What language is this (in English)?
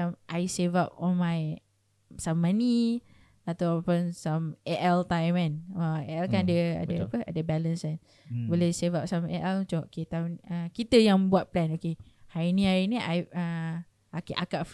Malay